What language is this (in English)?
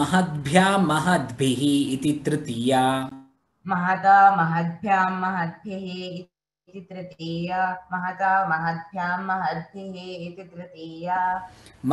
Sanskrit